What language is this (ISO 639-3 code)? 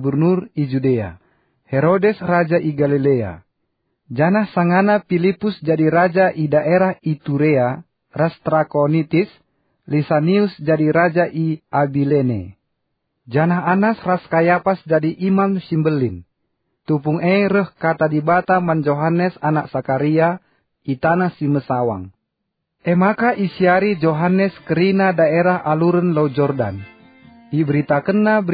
btx